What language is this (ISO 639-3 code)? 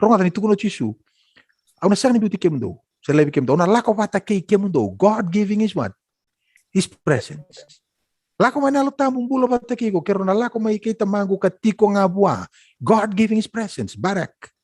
fij